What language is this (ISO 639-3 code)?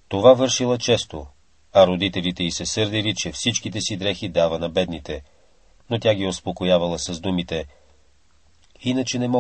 bul